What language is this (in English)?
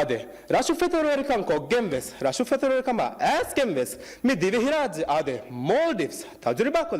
Divehi